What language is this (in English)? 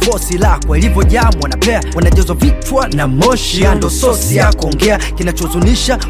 Swahili